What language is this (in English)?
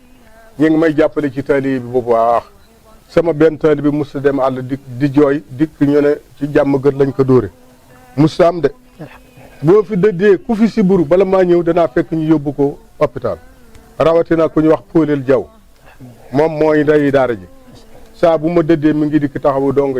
Wolof